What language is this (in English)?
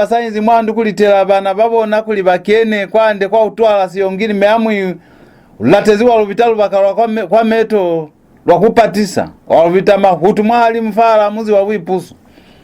Lozi